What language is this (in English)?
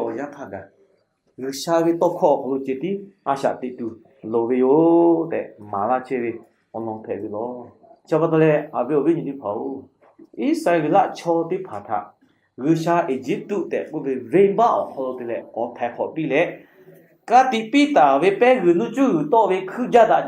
Lahu